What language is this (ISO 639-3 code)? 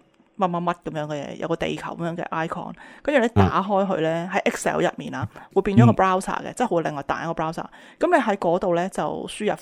yue